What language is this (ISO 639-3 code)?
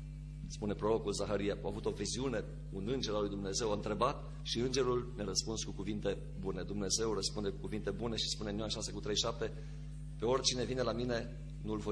ron